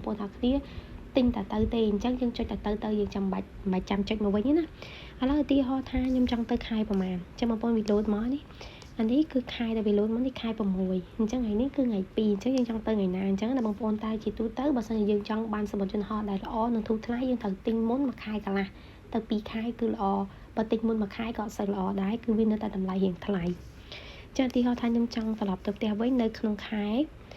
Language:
Khmer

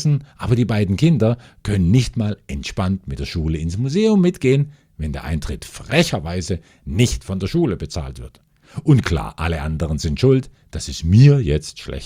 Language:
German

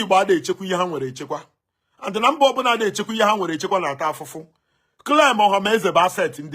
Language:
Igbo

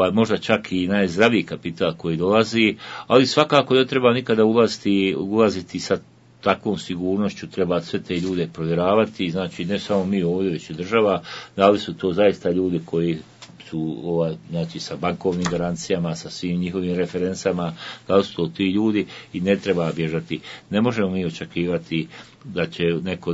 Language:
Bosnian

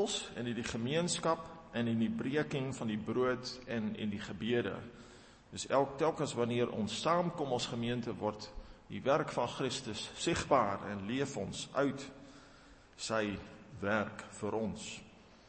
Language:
Afrikaans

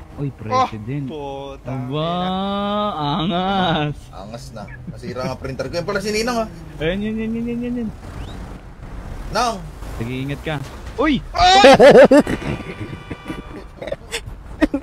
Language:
Filipino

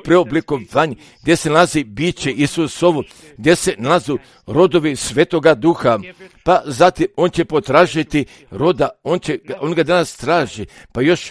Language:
Croatian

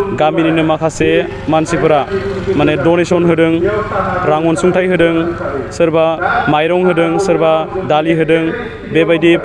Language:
Bodo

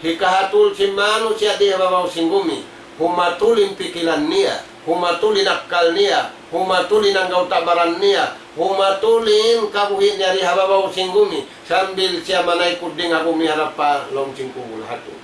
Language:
Tausug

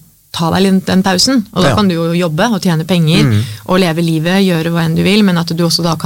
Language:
Norwegian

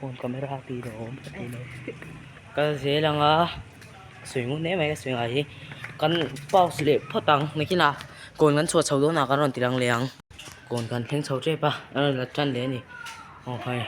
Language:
Mizo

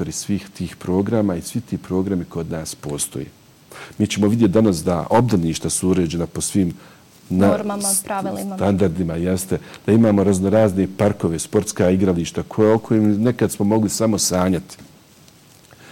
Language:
Bosnian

